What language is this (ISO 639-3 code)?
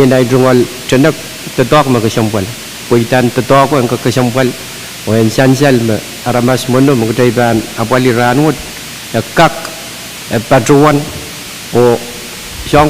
pon